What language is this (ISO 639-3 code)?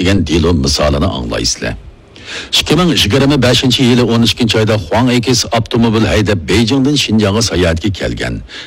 uig